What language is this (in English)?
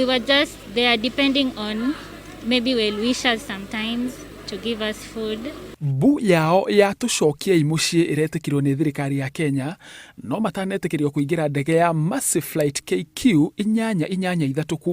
Kikuyu